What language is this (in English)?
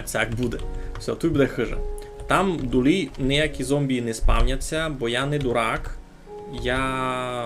Rusyn